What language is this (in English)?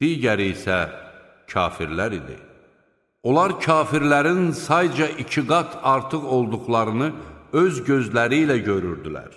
Azerbaijani